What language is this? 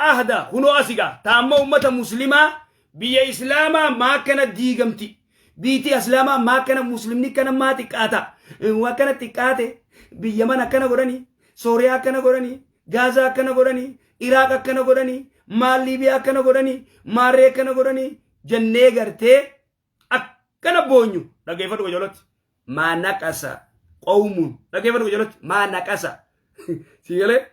Oromo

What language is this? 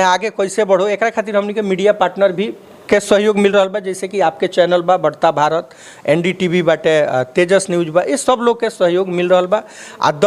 Bhojpuri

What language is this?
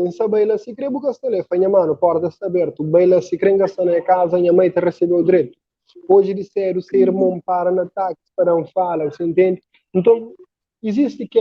Kabuverdianu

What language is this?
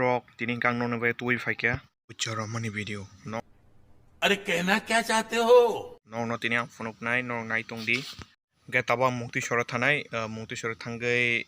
Kok Borok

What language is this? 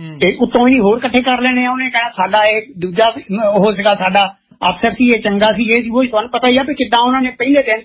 Punjabi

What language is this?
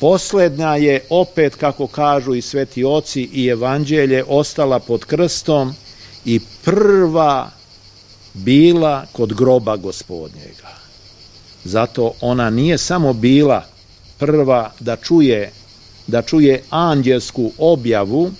Serbian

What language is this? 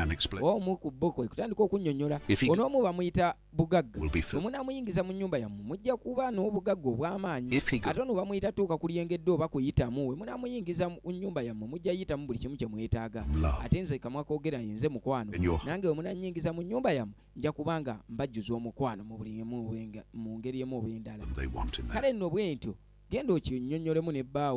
Ganda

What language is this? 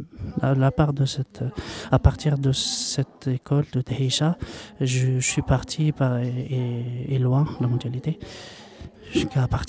French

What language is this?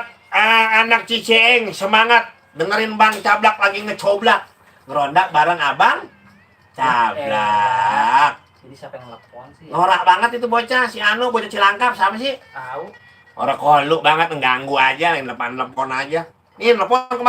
Betawi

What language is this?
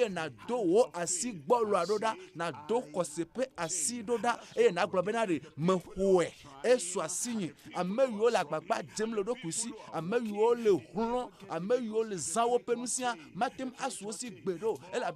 Ewe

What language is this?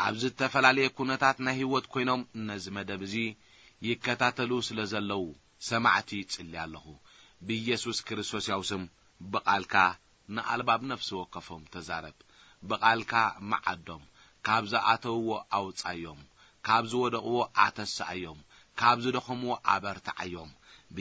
Tigrinya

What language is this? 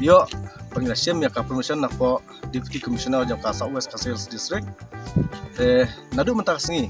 Khasi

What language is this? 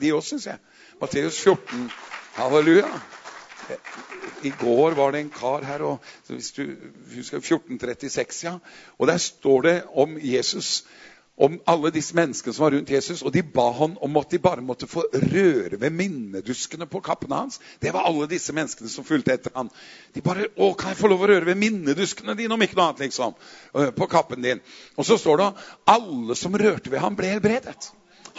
Norwegian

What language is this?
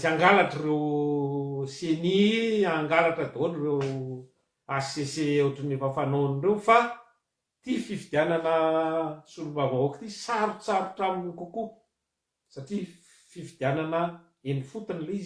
Malagasy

